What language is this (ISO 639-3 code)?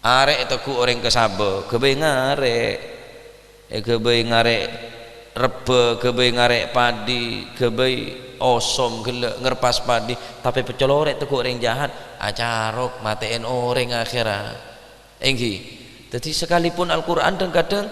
mad